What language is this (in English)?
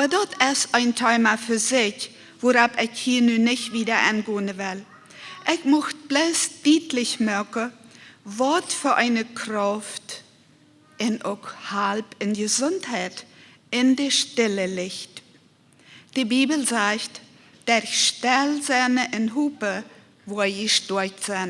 Plautdietsch